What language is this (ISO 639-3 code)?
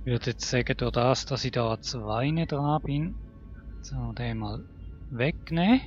gsw